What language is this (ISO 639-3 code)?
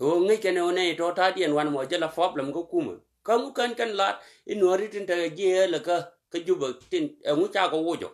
nus